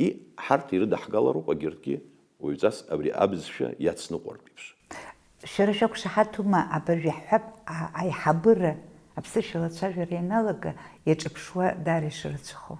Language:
Abkhazian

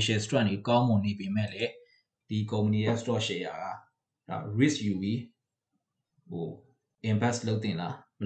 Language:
Burmese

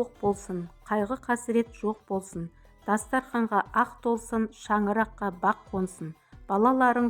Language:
Kazakh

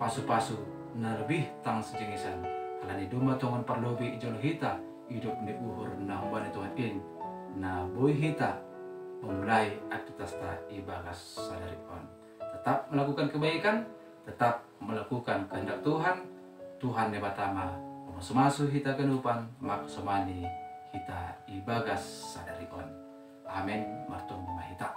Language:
Batak Simalungun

